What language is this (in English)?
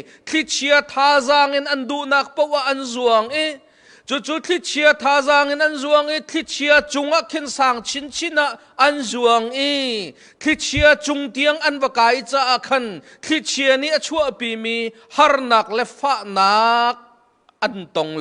Hakha Chin